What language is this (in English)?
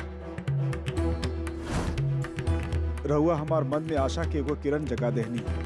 Bhojpuri